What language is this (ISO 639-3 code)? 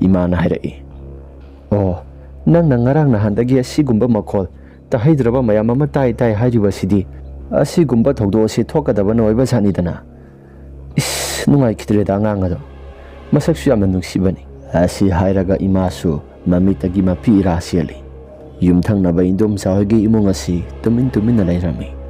mni